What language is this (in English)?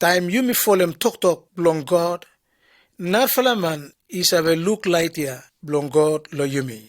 Bislama